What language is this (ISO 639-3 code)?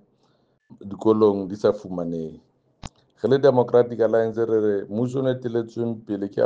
sot